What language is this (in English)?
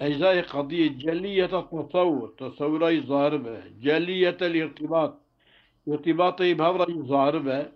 Kurdish